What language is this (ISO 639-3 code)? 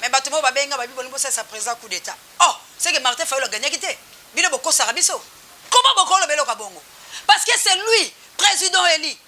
lin